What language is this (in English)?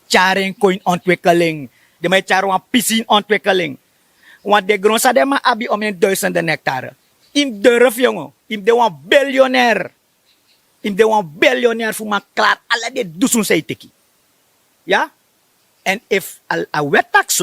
Sranan Tongo